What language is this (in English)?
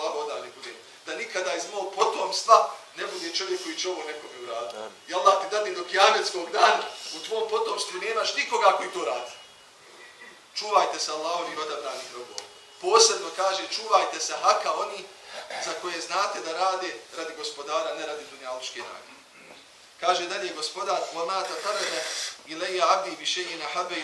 Bosnian